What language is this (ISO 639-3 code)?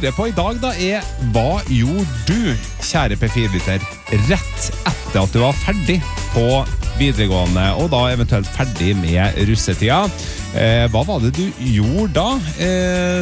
nor